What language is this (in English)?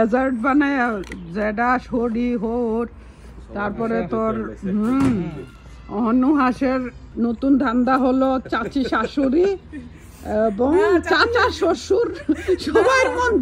Bangla